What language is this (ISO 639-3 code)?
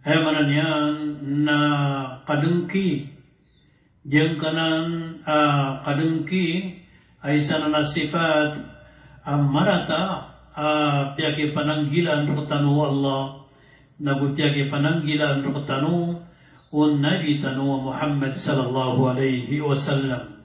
mrw